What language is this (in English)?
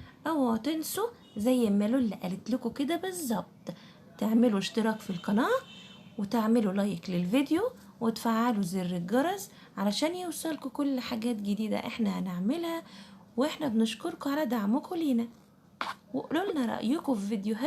Egyptian Arabic